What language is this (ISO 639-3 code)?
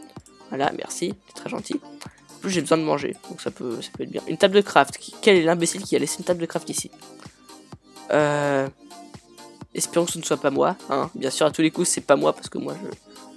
fra